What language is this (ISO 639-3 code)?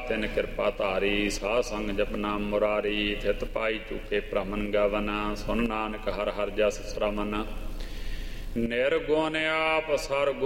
pan